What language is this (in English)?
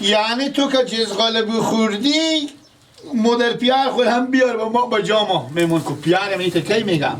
Persian